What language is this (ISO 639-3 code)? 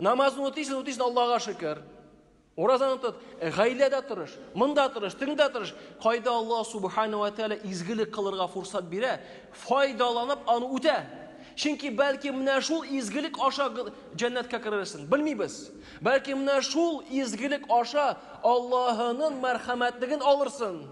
tat